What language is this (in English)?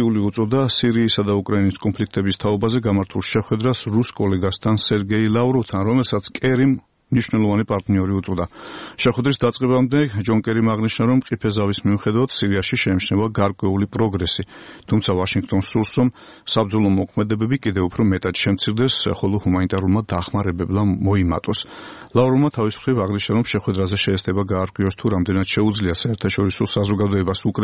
Georgian